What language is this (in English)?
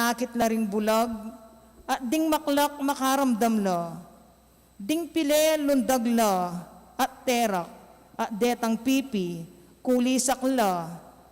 Pampanga